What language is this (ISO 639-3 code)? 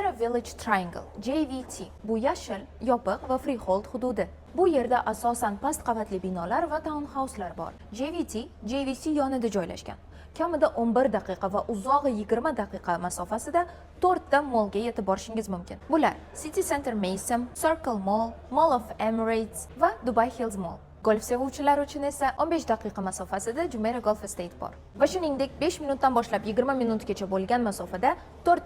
uzb